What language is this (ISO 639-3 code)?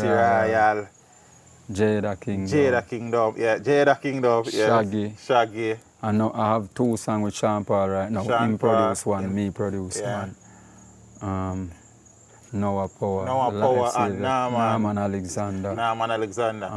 jam